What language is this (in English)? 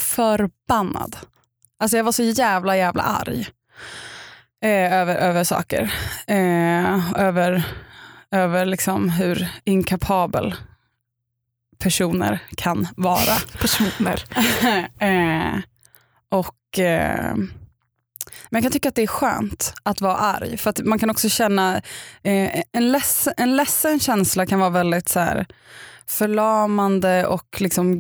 Swedish